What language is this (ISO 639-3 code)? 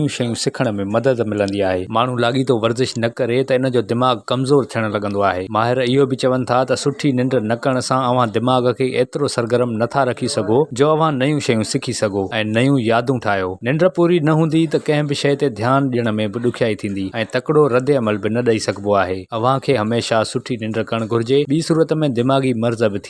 snd